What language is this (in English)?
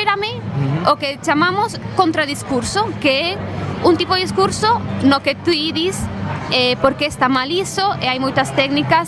Galician